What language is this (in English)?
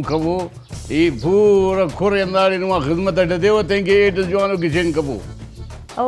Brahui